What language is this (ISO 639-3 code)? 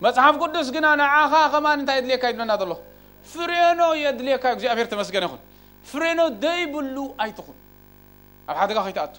tir